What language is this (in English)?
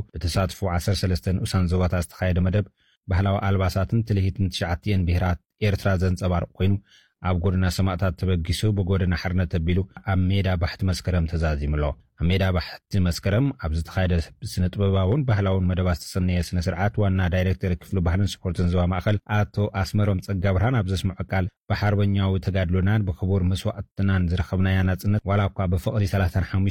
Tigrinya